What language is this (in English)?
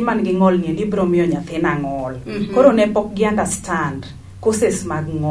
Luo (Kenya and Tanzania)